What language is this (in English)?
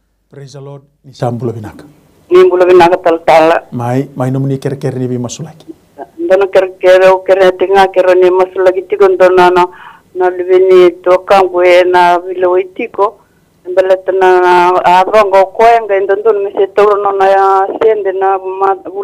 Fijian